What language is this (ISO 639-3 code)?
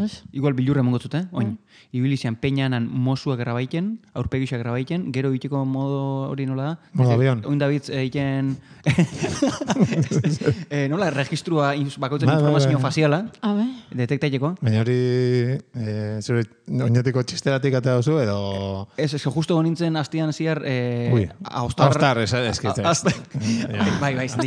eus